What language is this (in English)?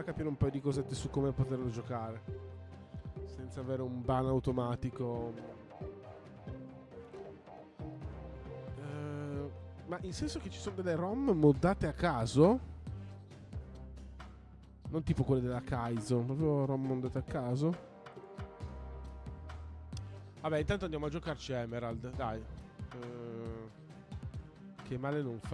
Italian